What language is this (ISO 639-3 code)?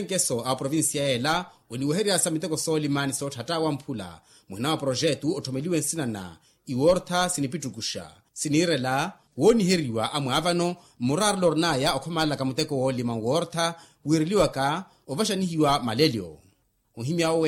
vmw